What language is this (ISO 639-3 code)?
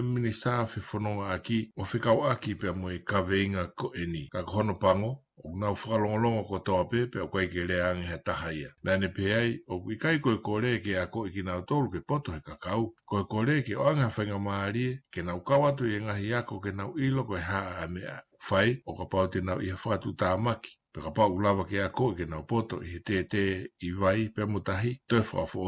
ton